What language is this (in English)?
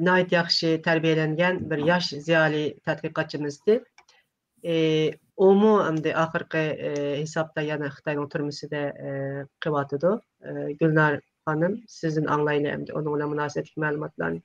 Uyghur